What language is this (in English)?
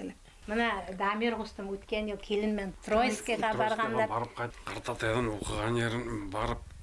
Bashkir